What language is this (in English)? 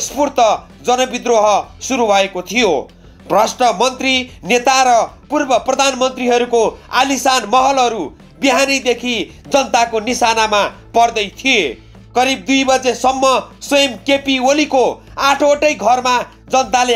Nepali